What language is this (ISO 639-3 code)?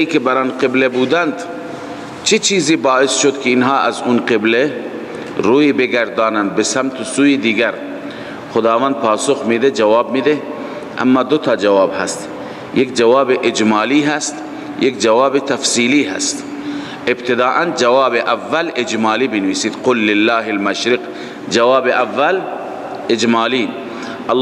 fas